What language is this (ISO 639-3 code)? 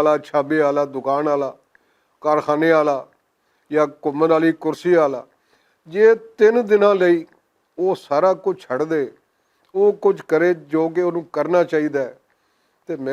lah